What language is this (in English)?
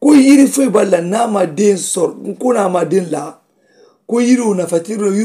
Mandingo